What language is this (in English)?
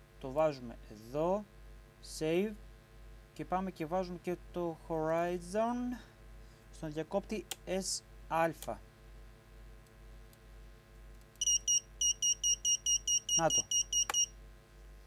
Greek